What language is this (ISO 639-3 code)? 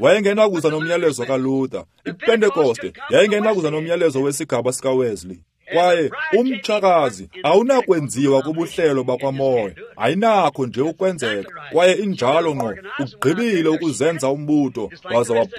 xho